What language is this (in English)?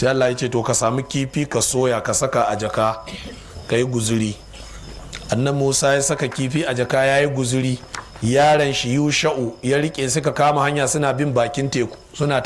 Hausa